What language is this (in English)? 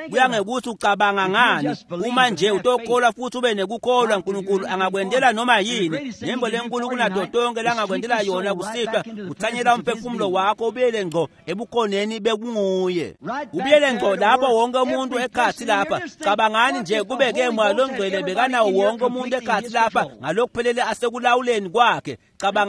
Swati